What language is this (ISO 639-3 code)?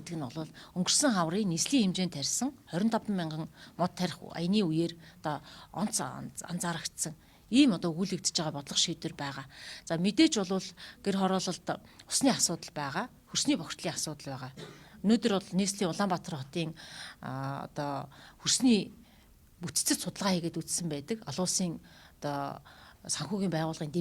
mon